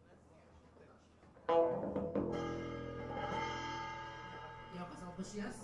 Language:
Japanese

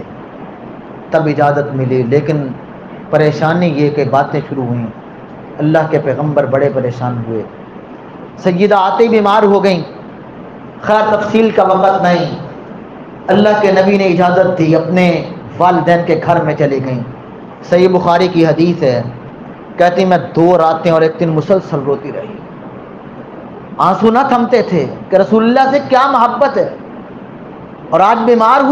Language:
Urdu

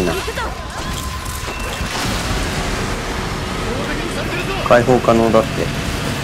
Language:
Japanese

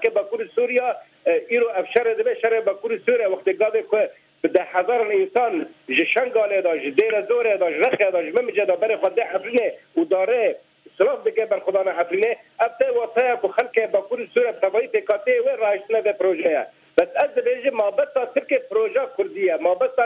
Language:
Kurdish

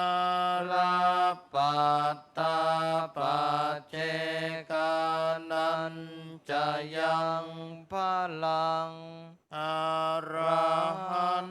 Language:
Pali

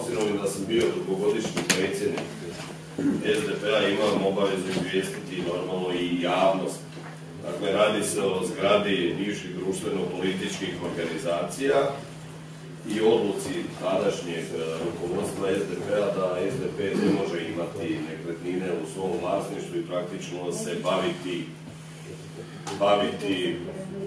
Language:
Croatian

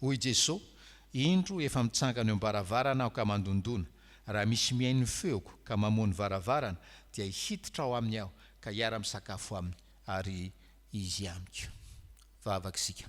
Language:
Malagasy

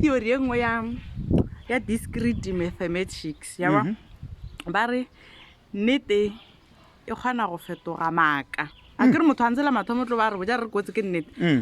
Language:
Northern Sotho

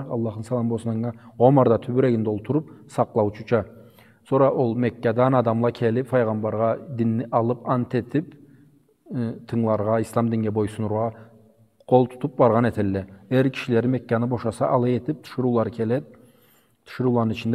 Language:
Karachay-Balkar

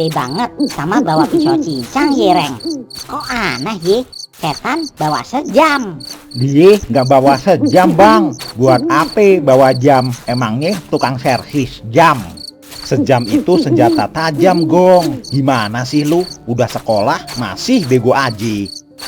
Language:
Betawi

